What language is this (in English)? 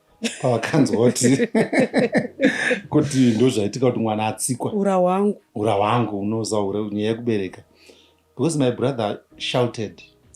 Shona